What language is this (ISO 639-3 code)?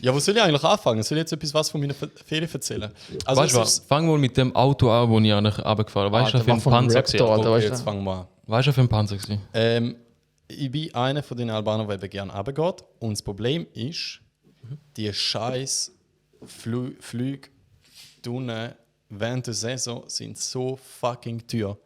gsw